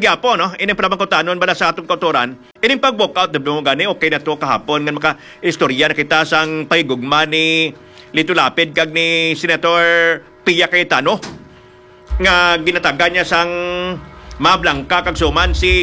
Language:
Hiligaynon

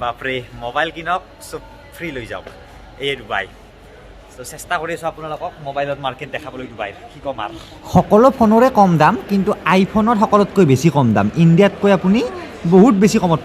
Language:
Assamese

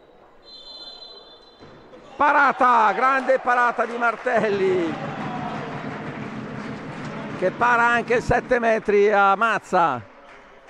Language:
Italian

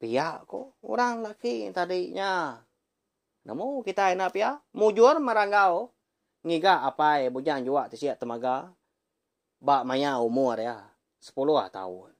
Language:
Iban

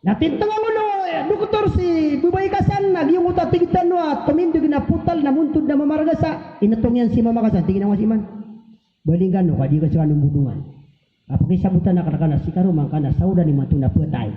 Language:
Maranao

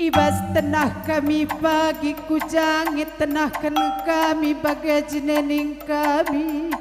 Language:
Batak Karo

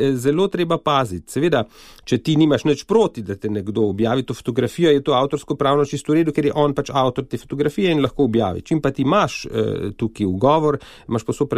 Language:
Slovenian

